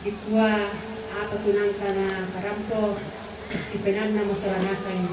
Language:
Toraja-Sa'dan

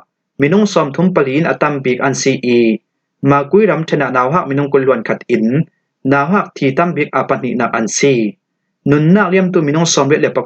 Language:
Falam Chin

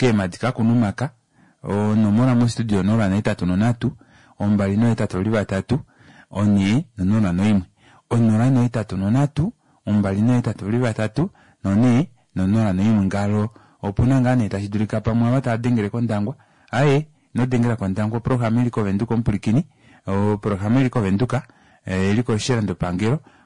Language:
Kuanyama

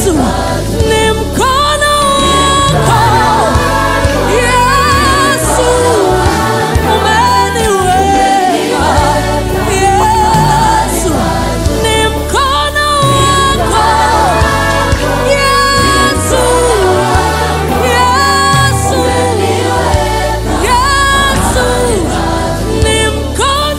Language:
Swahili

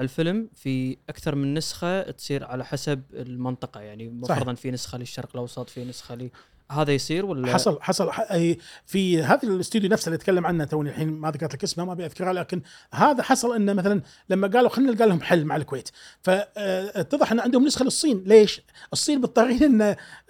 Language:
Gulf Arabic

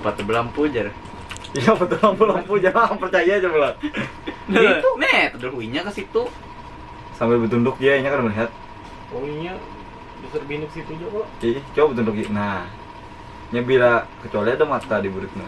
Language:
Banjar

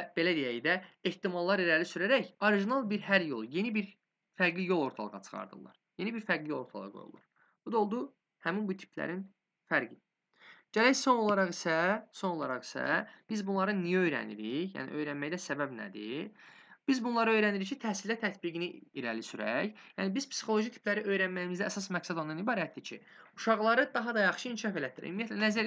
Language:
Azerbaijani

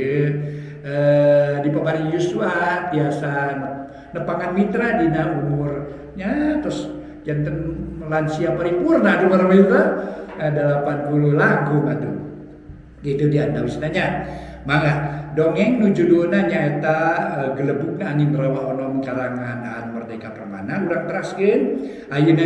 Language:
Sundanese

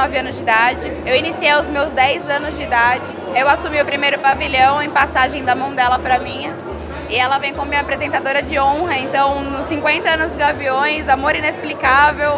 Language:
Portuguese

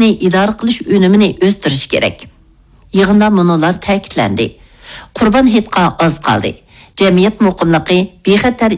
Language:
Uyghur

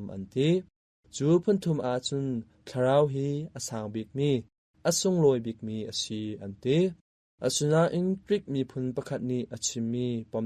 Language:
Hakha Chin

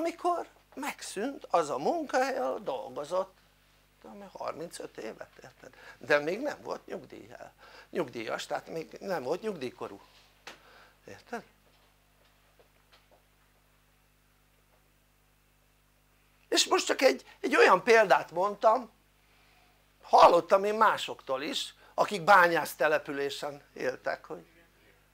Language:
Hungarian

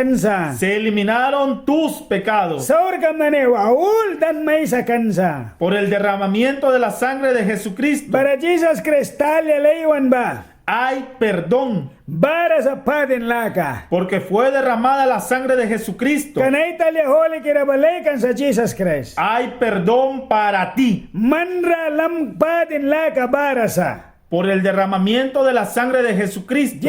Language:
Mískito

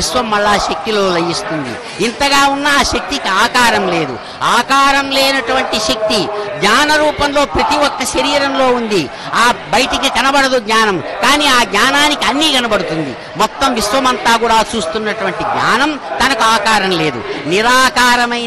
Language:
Telugu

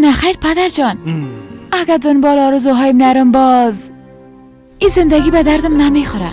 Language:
Persian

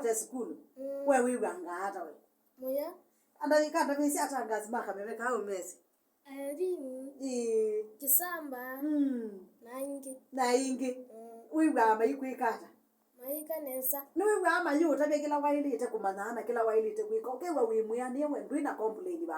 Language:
Kamba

